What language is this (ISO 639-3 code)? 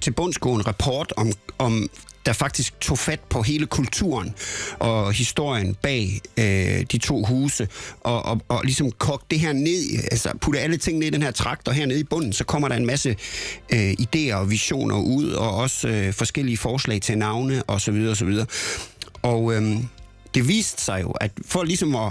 dan